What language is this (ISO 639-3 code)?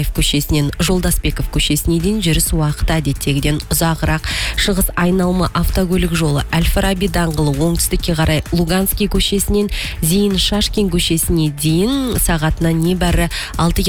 kaz